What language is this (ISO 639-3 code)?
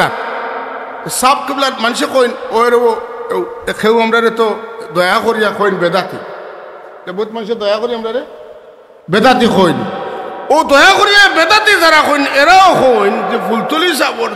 syl